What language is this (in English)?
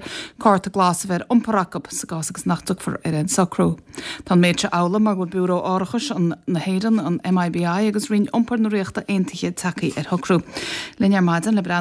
Irish